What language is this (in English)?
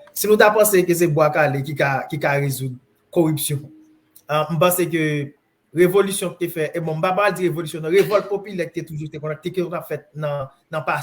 Haitian Creole